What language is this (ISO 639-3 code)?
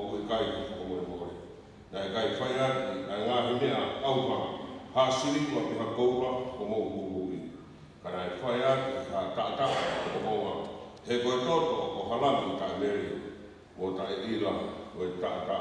ton